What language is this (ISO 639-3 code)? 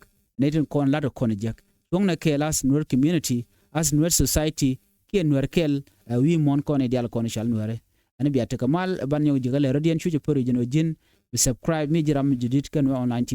nus